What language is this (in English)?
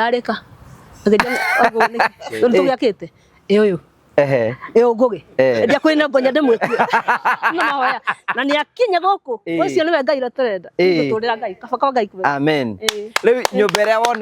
Kikuyu